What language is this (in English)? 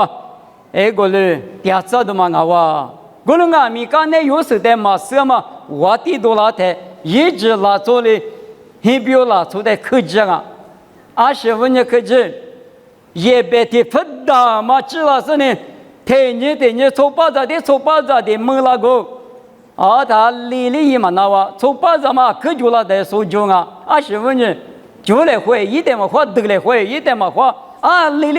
Lisu